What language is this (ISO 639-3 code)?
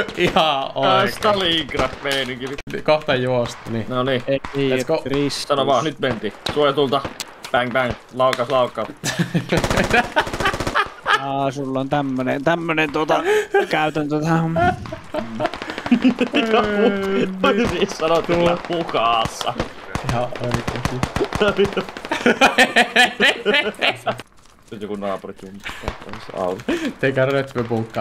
fin